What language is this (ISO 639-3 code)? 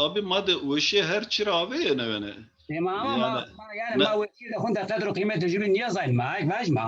zza